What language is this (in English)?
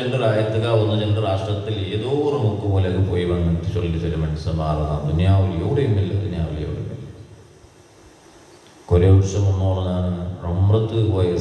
Malayalam